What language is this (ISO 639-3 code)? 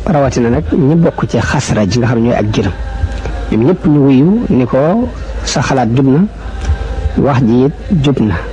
wol